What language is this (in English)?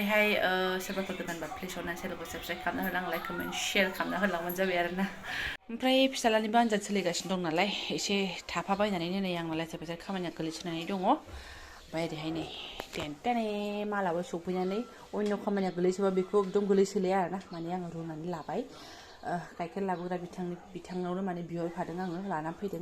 Bodo